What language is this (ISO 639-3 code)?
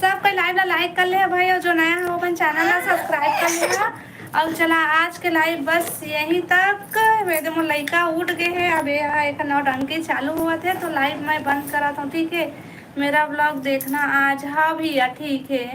hne